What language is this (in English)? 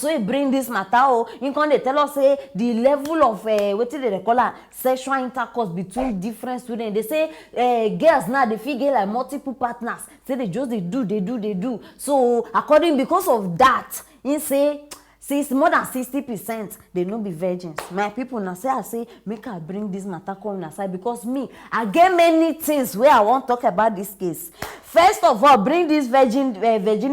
Nigerian Pidgin